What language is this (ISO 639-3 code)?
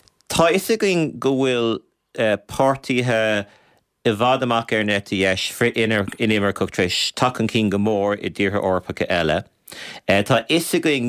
gle